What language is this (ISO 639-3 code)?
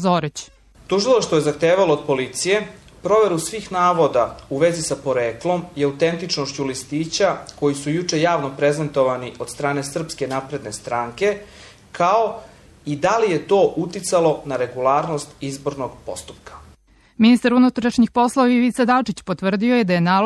srp